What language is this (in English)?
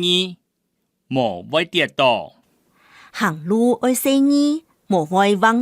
Hakka Chinese